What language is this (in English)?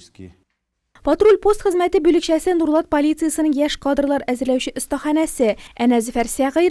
Tatar